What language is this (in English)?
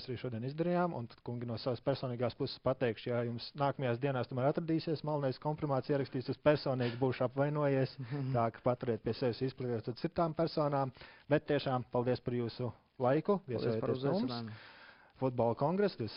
Latvian